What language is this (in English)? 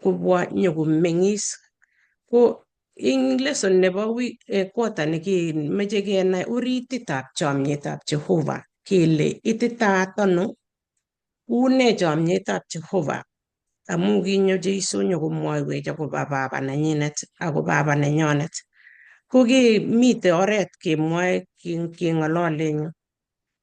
Kalenjin